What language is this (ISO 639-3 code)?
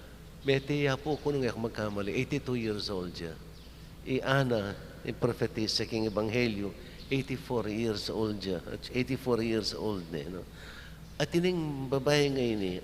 pam